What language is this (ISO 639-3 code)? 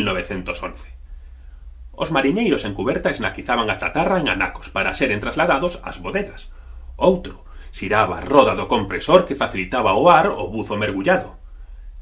glg